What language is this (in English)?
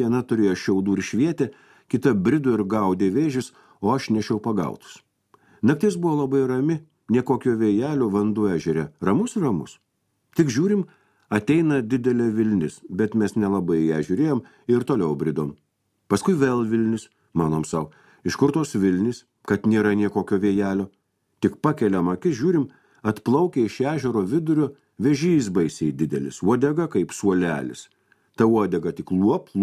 Lithuanian